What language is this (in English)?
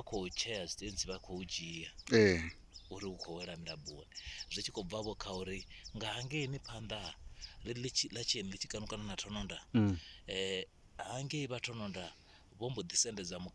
Venda